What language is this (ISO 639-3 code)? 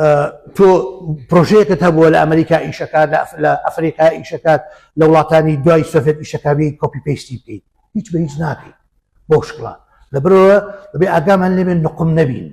ckb